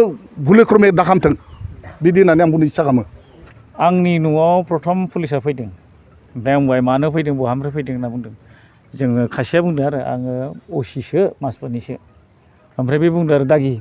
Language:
Bodo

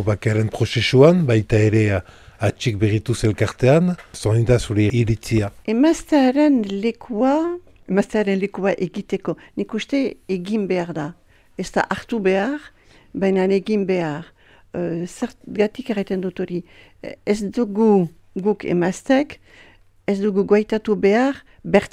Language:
Basque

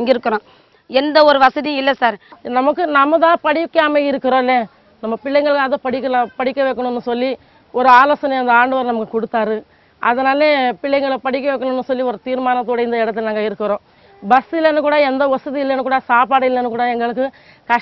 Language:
Tamil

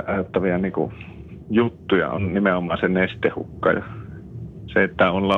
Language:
Finnish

